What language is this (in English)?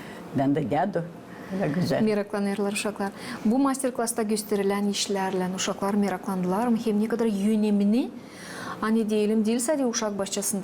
Gagauz